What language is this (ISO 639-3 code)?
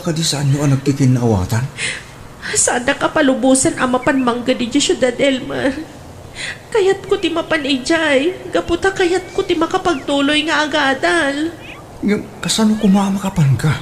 ilo